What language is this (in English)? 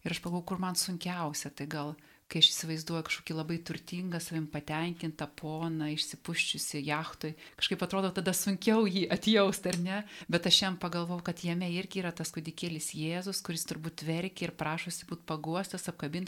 Lithuanian